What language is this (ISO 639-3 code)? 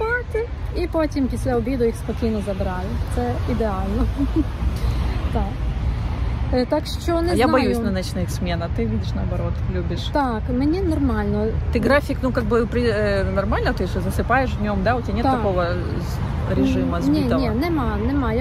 ukr